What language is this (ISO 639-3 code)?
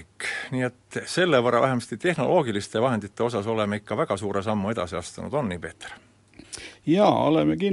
est